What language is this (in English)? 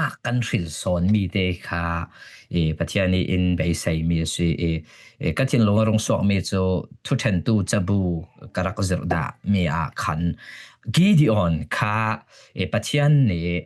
Falam Chin